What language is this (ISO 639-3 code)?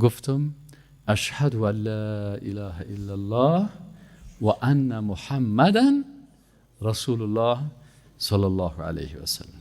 fas